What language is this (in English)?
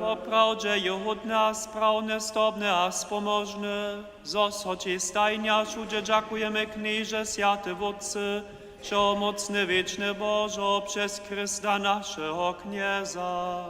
Upper Sorbian